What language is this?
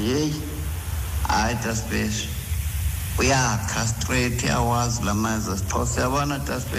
Xhosa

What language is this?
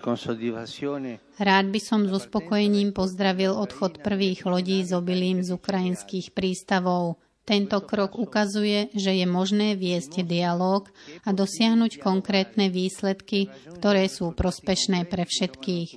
Slovak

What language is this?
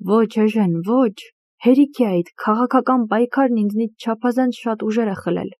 Armenian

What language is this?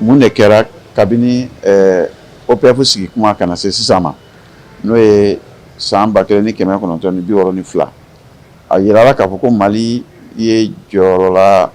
Bambara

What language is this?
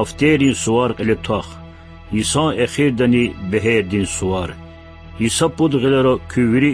Lezghian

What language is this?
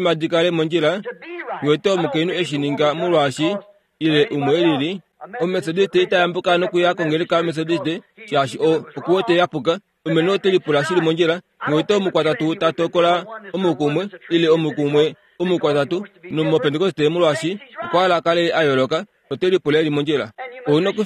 Kuanyama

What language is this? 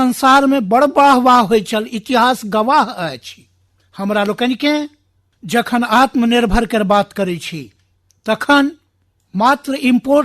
Maithili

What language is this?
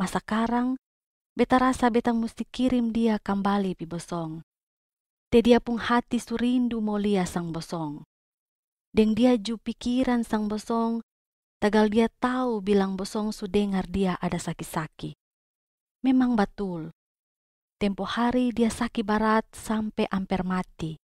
Kupang Malay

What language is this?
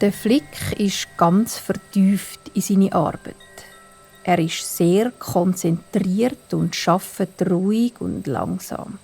Swiss German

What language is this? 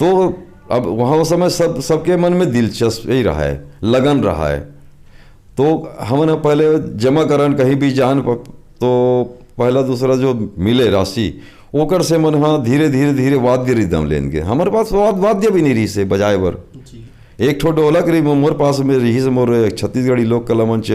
Chhattisgarhi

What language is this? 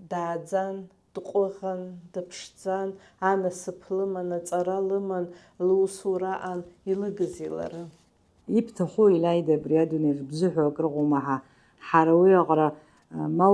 Abkhazian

